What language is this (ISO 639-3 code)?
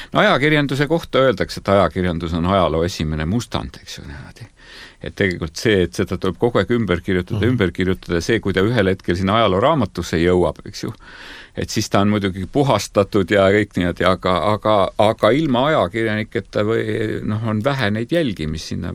est